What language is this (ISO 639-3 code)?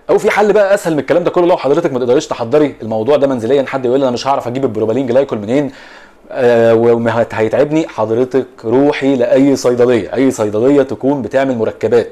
arz